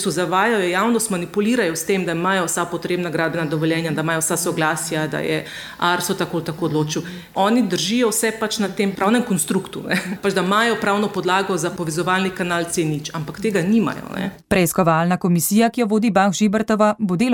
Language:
Slovenian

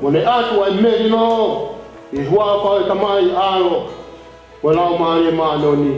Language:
Tongan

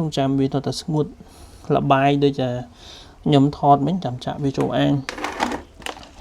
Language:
Khmer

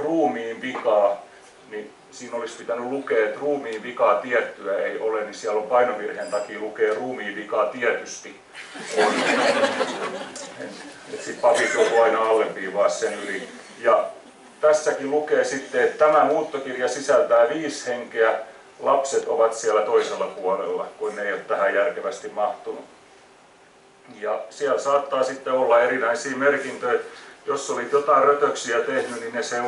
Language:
Finnish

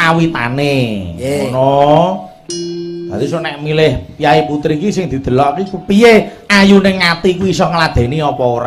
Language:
Javanese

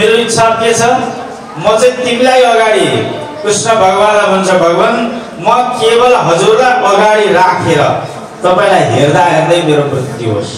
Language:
Nepali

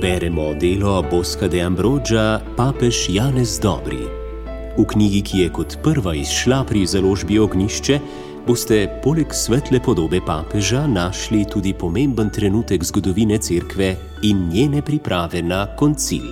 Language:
Slovenian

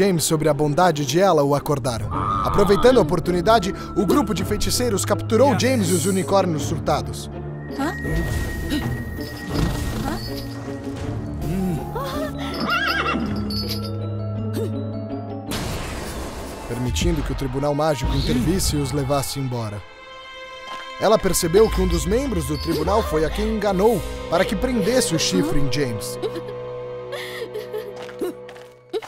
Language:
Portuguese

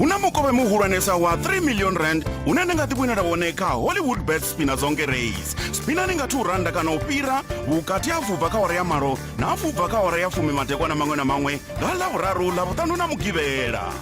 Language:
Venda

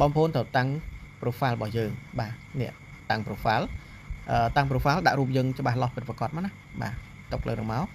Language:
Khmer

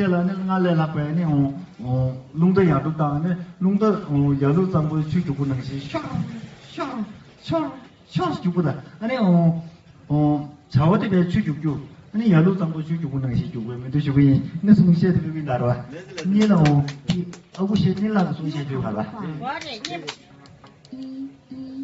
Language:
Tibetan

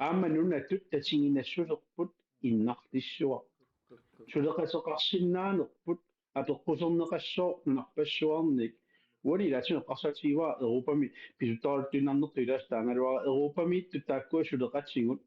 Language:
Kalaallisut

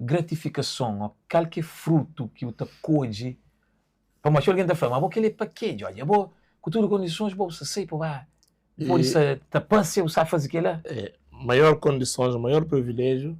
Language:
Kabuverdianu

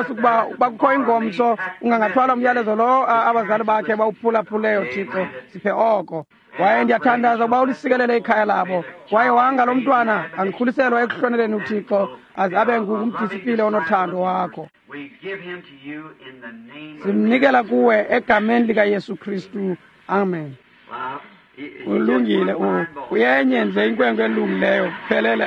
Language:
Xhosa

